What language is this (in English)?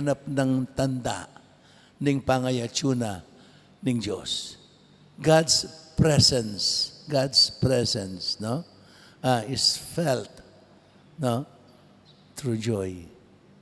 Pampanga